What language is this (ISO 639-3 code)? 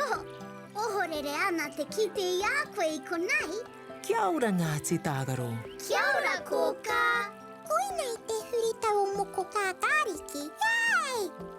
mri